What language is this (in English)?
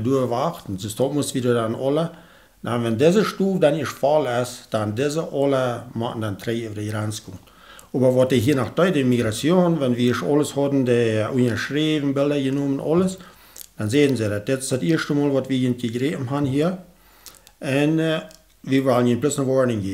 Plautdietsch